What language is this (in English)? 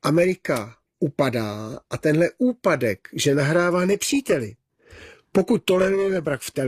Czech